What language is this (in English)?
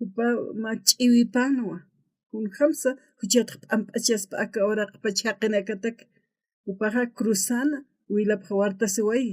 Aymara